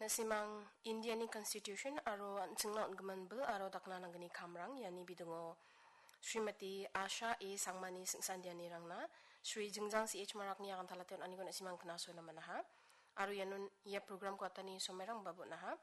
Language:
Garo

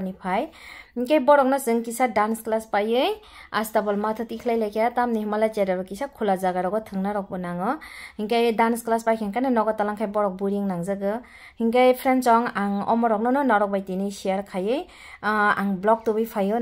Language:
Kok Borok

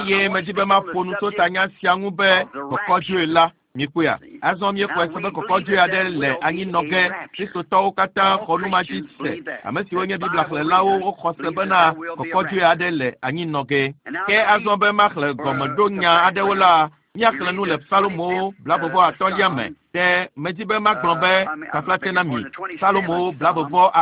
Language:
Ewe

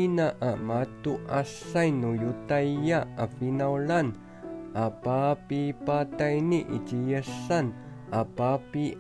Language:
Amis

